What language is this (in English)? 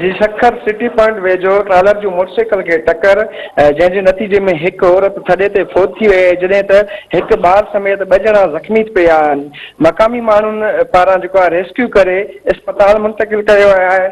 Sindhi